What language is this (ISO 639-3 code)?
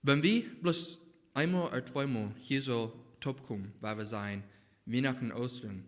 pdt